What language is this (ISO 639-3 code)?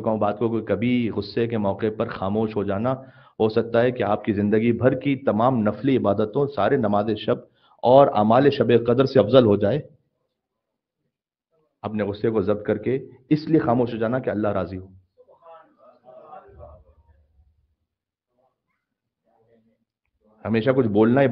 urd